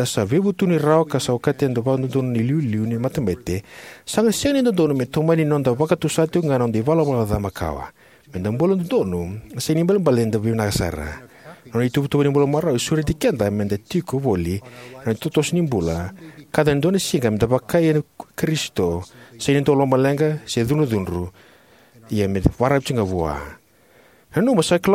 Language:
Fijian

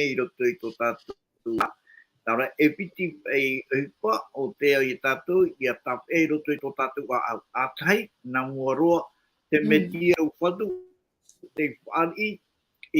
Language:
Tahitian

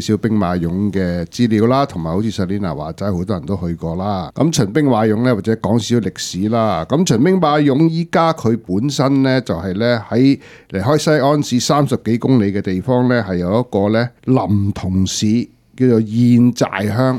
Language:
Cantonese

